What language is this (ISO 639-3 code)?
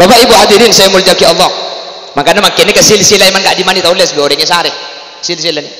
mad